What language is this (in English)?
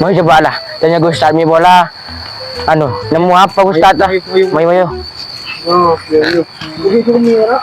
Madurese